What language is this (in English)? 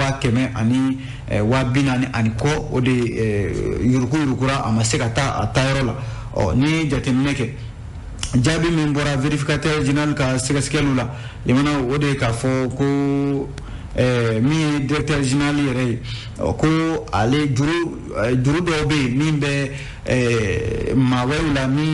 Bambara